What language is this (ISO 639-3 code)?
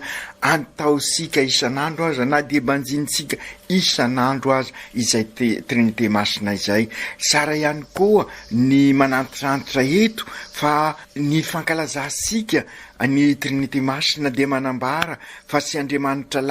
mlg